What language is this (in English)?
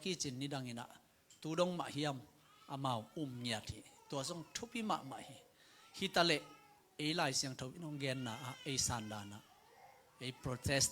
Tedim Chin